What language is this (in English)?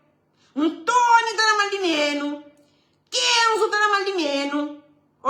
Kabuverdianu